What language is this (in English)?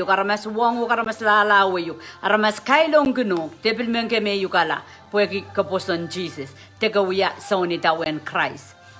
Pohnpeian